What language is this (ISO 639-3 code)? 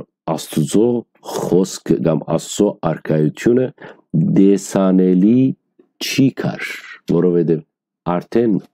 hyw